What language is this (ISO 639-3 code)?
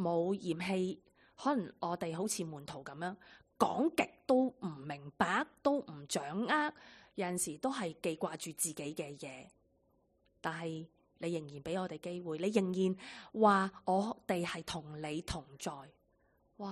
yue